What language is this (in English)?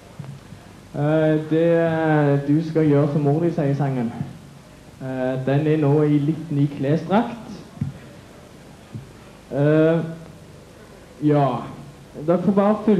Norwegian